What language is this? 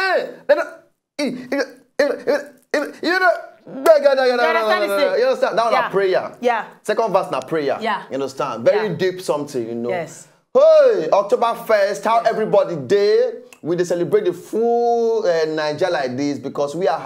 Nigerian Pidgin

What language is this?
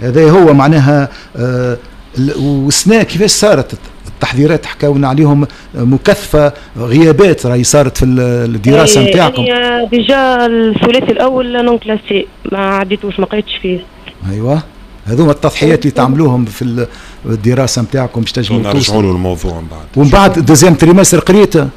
Tunisian Arabic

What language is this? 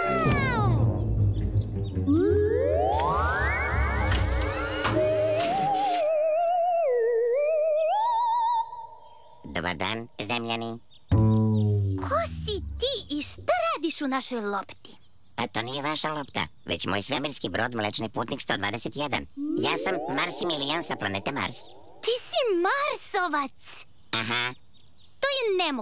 Serbian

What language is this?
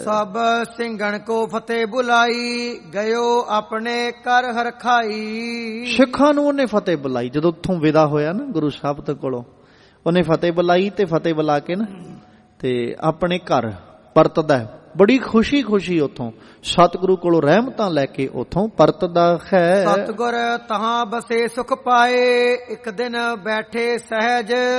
Punjabi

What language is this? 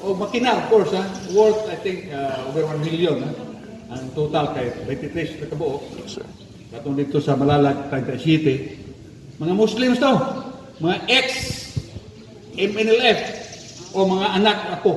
Cebuano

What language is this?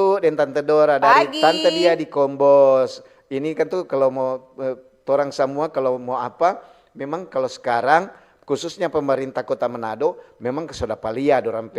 Manado Malay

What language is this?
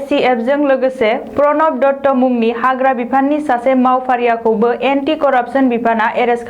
Bodo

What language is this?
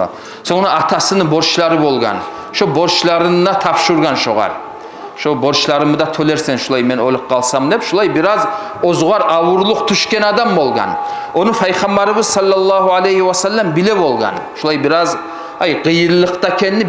Kumyk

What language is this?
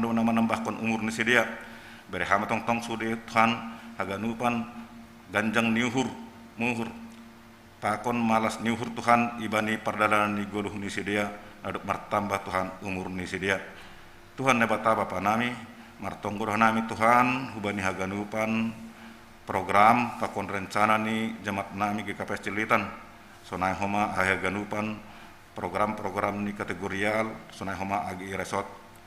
Batak Simalungun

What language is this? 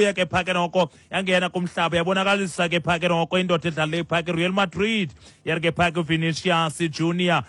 Xhosa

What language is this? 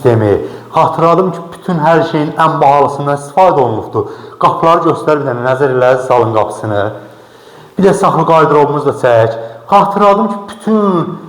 Azerbaijani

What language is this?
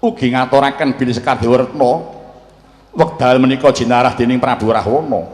Javanese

